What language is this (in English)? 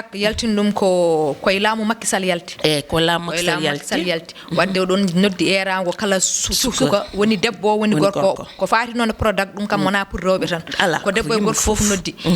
Fula